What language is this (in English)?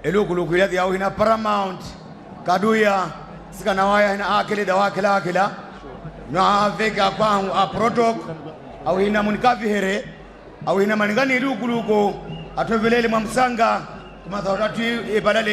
Nyanja